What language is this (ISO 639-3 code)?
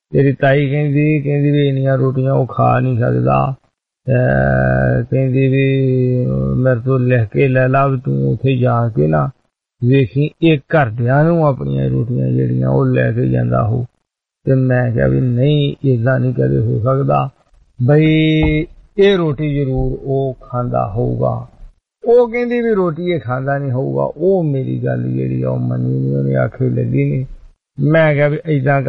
pan